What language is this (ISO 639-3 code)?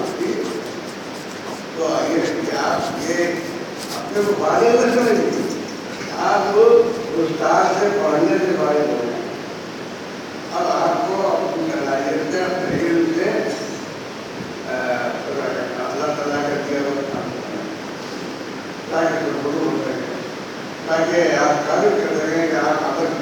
urd